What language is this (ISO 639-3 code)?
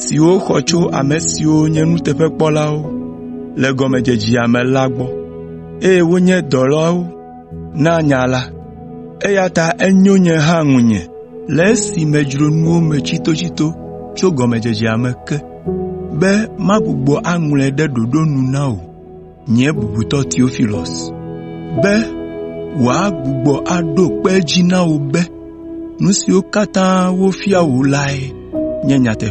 ewe